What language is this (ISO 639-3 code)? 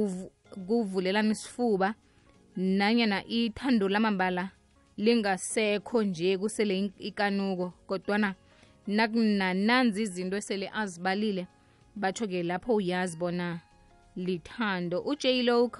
nbl